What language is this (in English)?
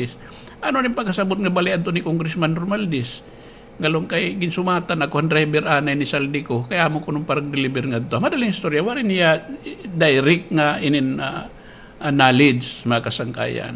Waray